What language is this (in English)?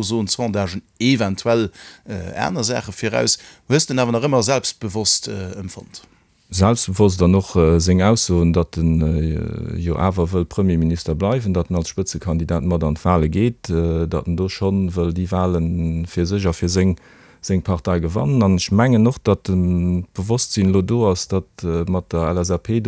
Luxembourgish